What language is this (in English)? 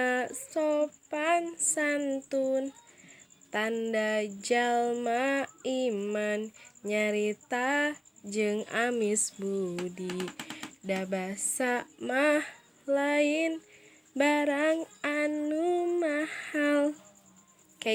Sundanese